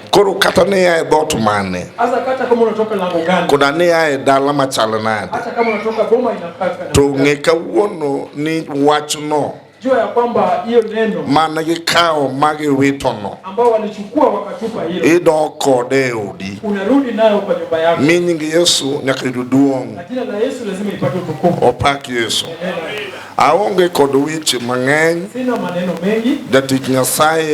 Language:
Luo (Kenya and Tanzania)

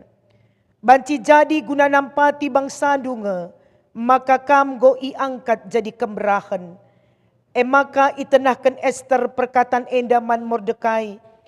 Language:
Batak Karo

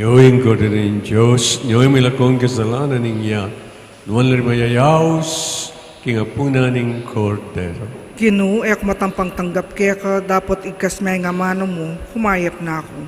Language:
Pampanga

